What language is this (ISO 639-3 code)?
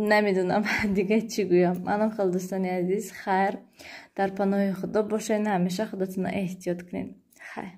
tgk